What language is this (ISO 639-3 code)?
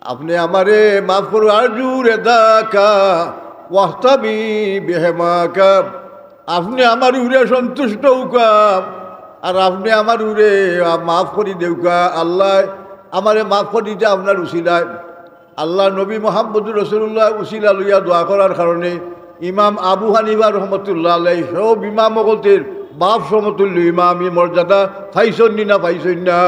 syl